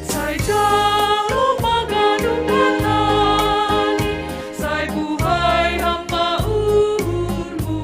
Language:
Batak Simalungun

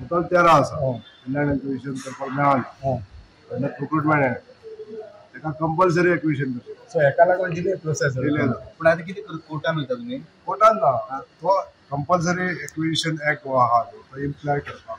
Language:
Konkani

